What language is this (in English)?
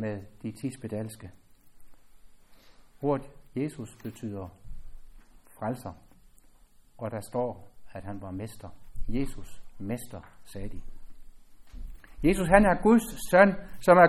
Danish